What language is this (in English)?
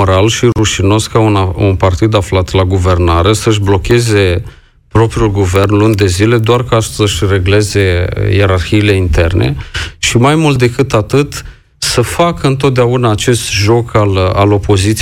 Romanian